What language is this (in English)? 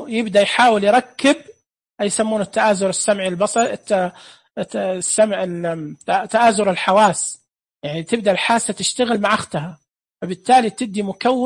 Najdi Arabic